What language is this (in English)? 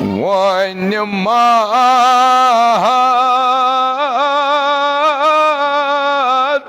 Kashmiri